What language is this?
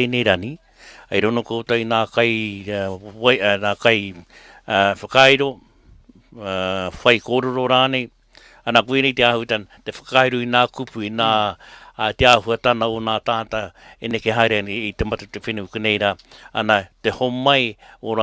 Māori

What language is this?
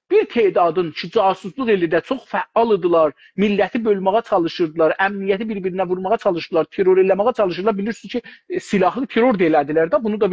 South Azerbaijani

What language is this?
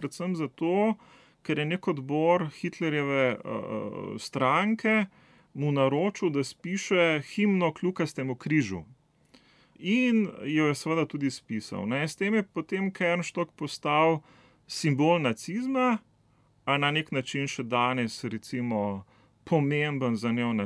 Slovenian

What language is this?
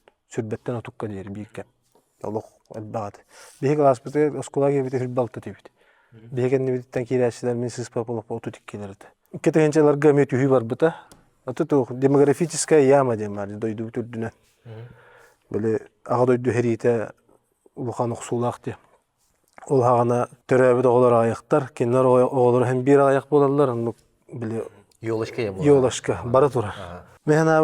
Yakut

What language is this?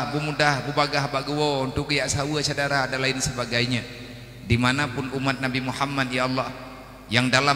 Achinese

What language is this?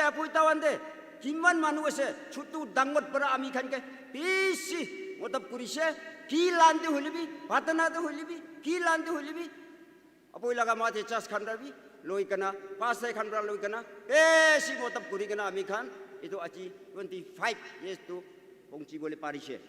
Naga Pidgin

